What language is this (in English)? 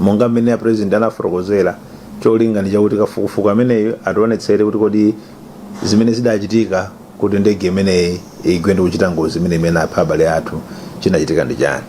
Nyanja